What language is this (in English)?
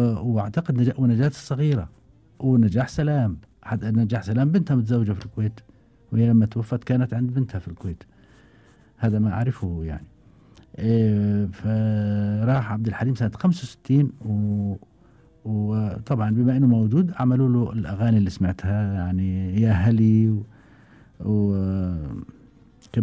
Gulf Arabic